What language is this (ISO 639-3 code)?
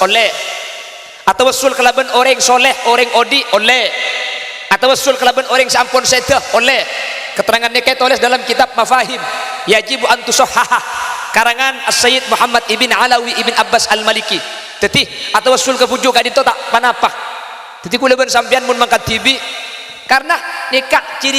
mad